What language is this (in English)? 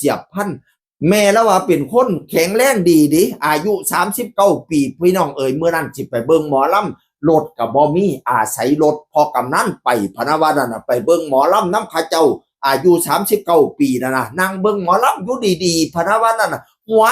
Northeastern Thai